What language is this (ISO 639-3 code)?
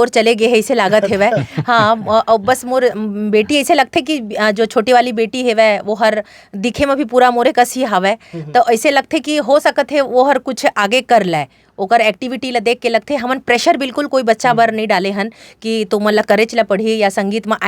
hne